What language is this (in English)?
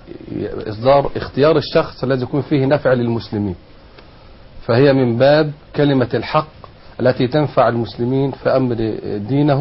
Arabic